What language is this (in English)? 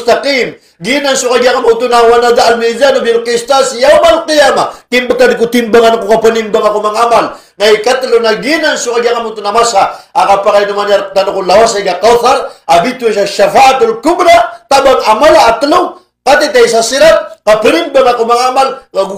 Maranao